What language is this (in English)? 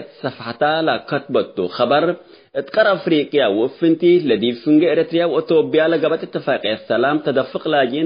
Tigre